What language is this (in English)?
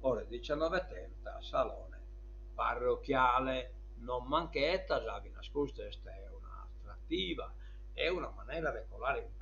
Sardinian